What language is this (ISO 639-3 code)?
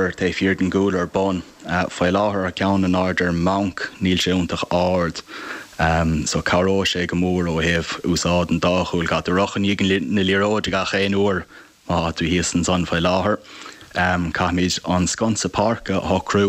gle